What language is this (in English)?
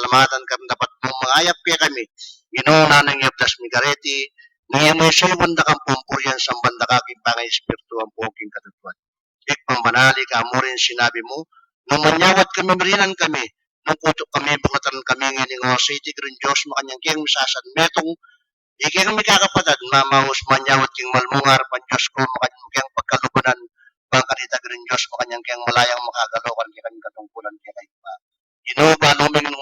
Pampanga